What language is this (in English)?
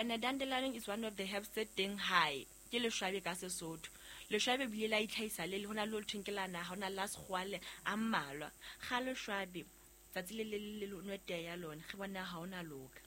Southern Sotho